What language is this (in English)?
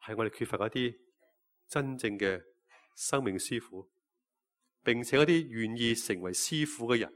Cantonese